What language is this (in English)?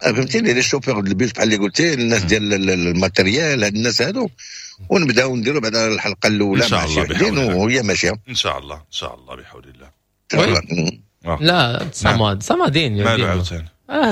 Moroccan Arabic